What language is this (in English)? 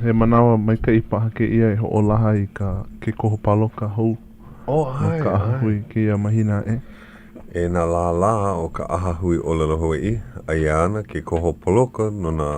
Hawaiian